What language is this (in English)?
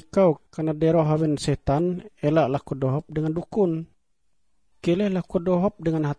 Ngaju